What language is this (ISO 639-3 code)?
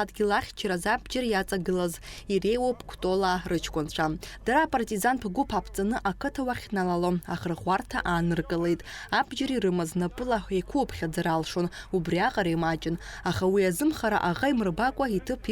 abk